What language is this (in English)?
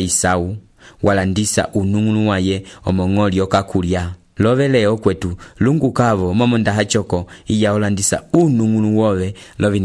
Umbundu